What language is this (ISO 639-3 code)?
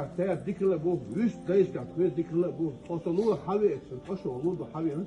che